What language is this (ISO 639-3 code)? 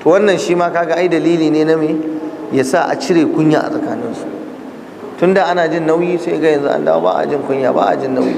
hau